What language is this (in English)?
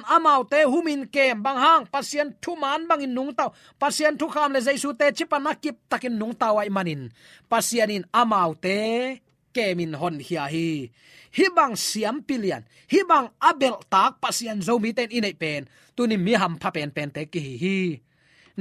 Tedim Chin